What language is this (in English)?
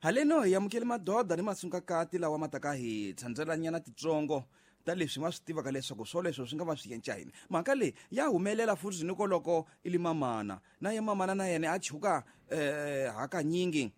Tsonga